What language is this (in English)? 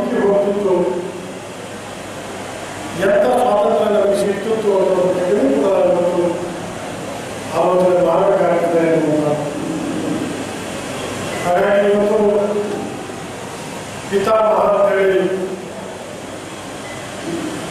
Kannada